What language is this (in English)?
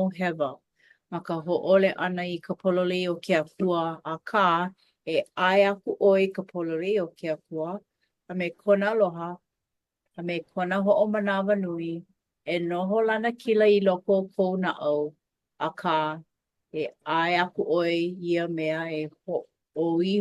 Hawaiian